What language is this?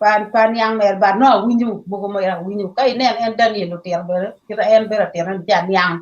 Acoli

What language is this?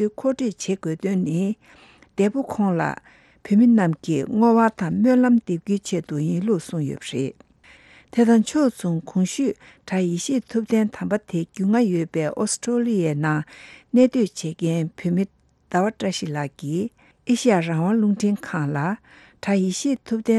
Tibetan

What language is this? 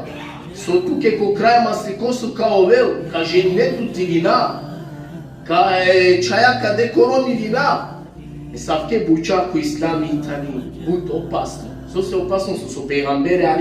Balkan Romani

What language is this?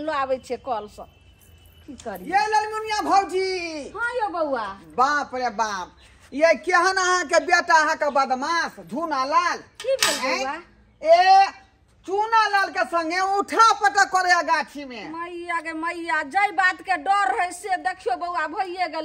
Maithili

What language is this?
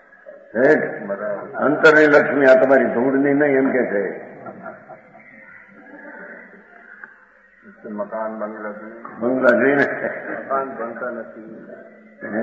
Gujarati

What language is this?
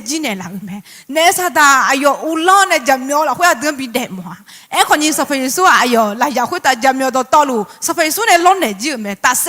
Akha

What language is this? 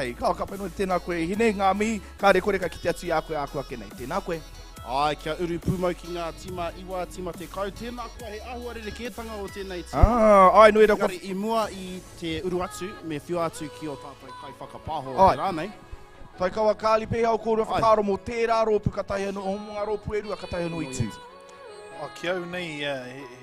Māori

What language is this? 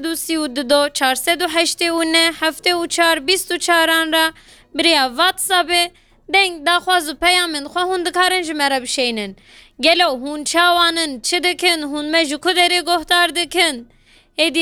Kurdish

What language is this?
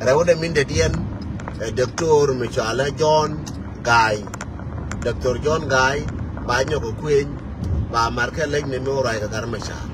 Nuer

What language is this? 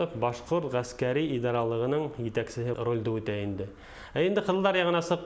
Bashkir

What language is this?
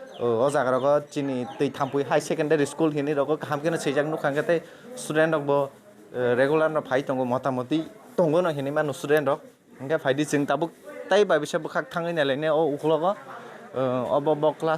Kok Borok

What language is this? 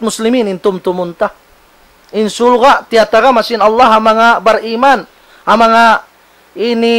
Tausug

